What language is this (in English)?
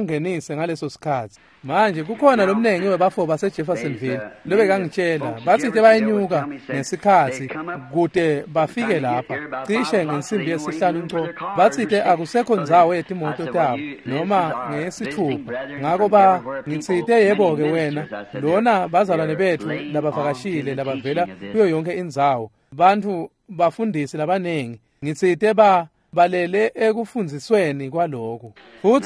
Swati